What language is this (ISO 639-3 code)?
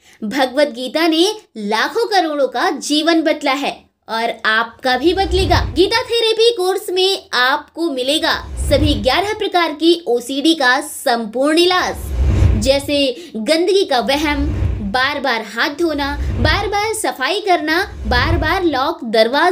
hin